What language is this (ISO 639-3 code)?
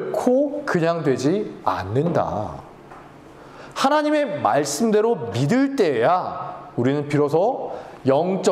kor